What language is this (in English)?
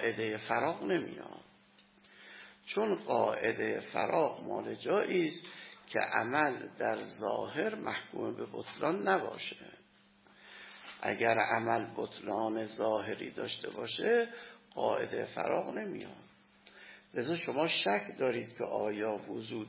Persian